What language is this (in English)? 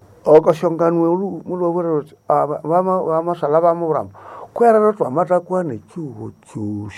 Nande